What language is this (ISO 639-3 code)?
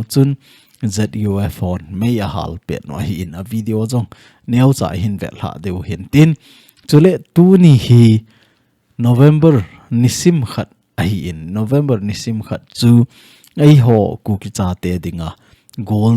tcz